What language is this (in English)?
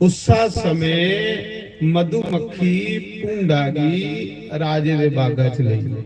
Dogri